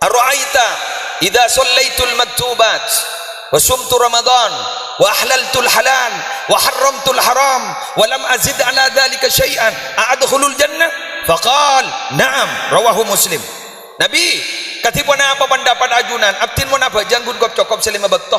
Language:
Madurese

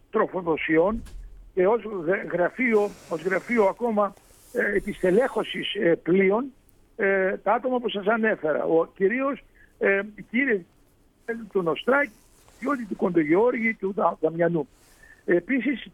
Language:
Greek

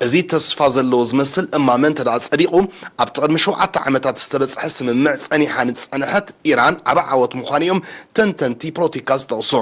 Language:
Tigrinya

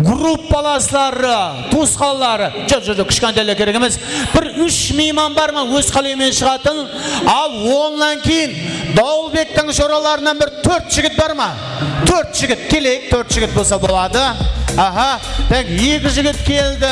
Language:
Kara-Kalpak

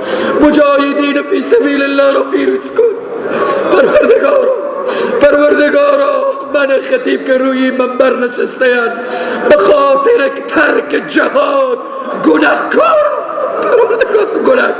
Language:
Persian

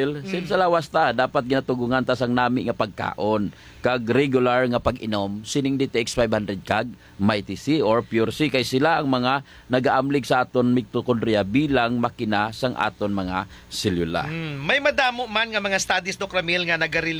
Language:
Hiligaynon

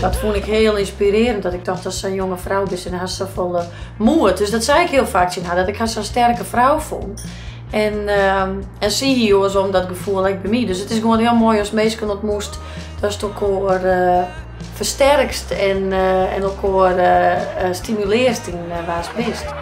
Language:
Western Frisian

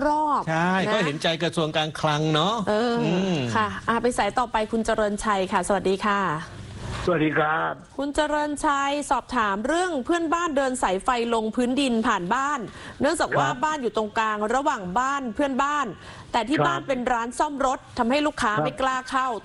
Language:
Thai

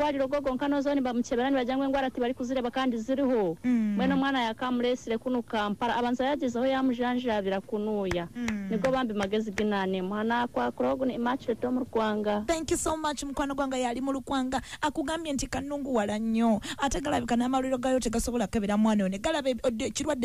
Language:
Ganda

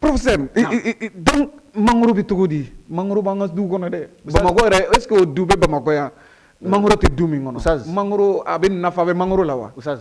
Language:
Bambara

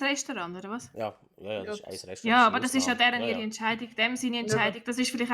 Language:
Swiss German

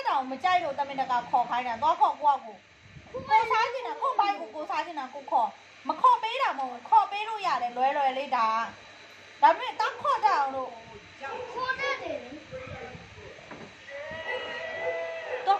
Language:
Burmese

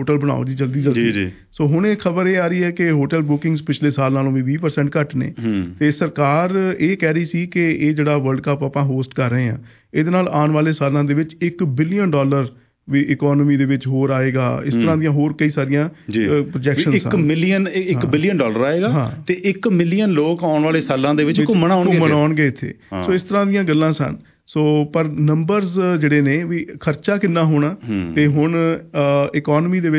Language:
Punjabi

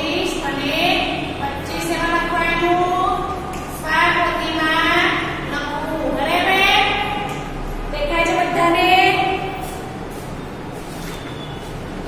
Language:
Gujarati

